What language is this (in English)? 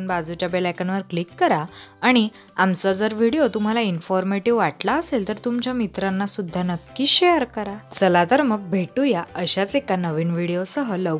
Marathi